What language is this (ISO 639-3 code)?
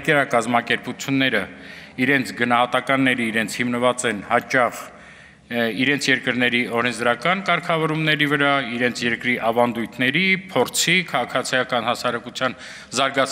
hye